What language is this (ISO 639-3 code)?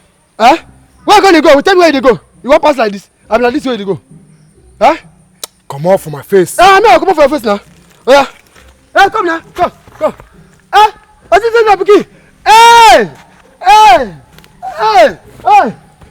pcm